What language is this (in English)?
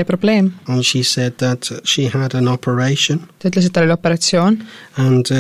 Estonian